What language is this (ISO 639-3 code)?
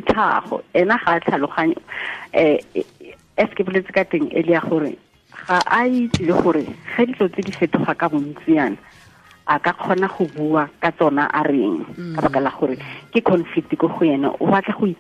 tsn